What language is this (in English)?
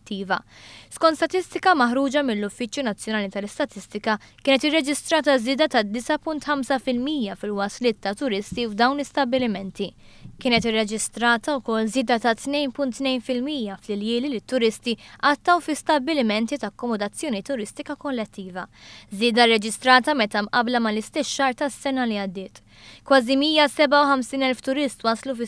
Maltese